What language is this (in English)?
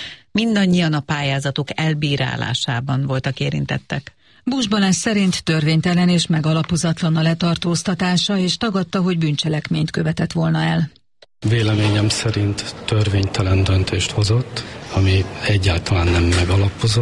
Hungarian